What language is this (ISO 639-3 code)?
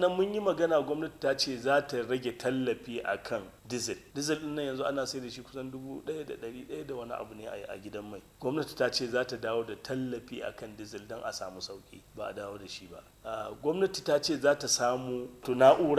hau